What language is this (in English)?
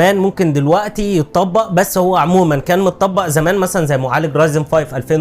Egyptian Arabic